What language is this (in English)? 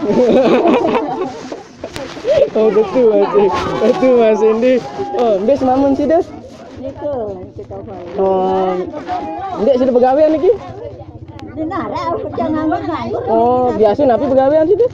Sasak